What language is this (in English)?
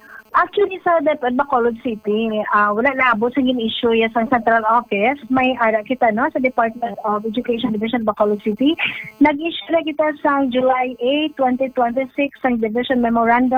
Hiligaynon